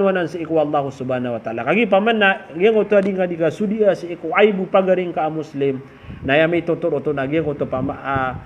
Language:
Maranao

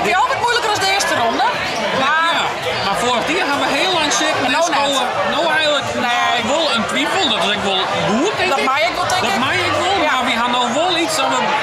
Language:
Western Frisian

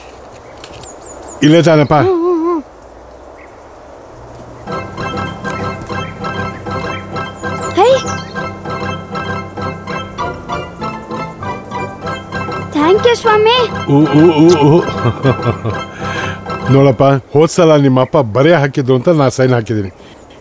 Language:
Kannada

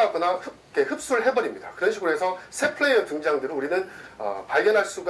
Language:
Korean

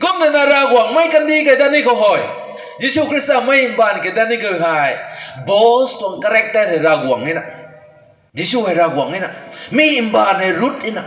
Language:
Rongmei Naga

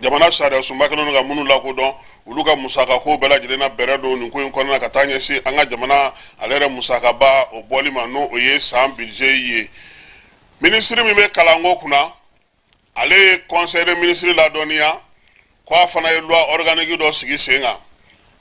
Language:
Bambara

